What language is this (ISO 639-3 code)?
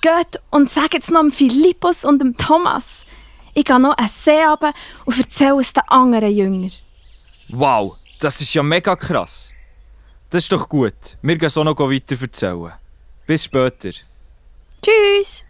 gsw